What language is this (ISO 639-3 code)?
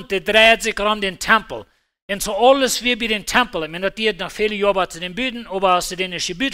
pdt